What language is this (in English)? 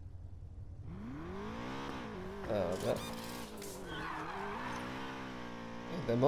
Croatian